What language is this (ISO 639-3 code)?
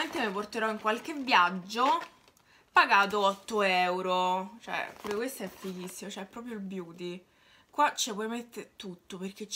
ita